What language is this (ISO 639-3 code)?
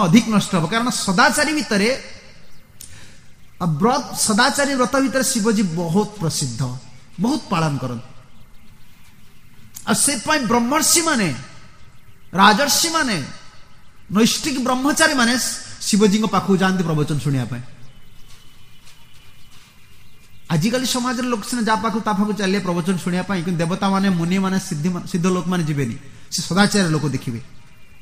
ori